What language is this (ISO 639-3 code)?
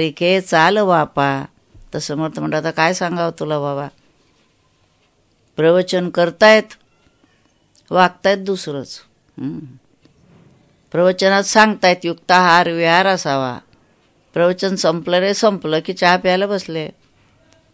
mar